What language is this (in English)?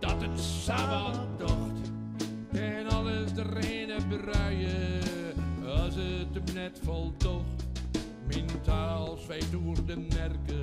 Western Frisian